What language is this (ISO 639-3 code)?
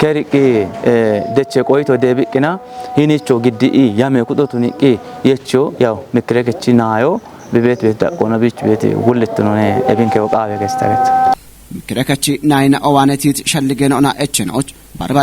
kbr